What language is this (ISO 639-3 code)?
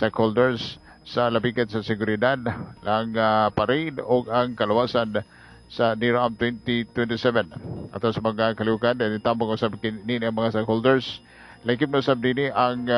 ceb